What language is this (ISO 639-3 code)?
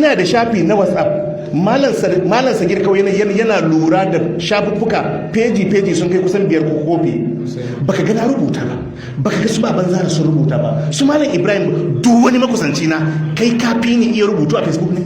hau